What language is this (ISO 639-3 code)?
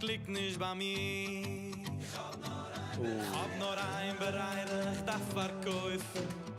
yid